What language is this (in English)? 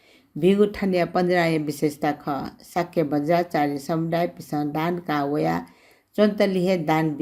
Newari